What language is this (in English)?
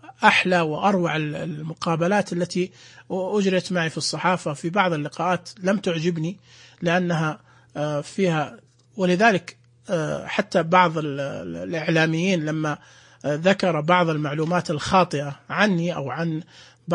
Najdi Arabic